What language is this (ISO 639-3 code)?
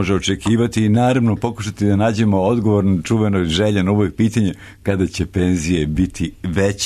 srp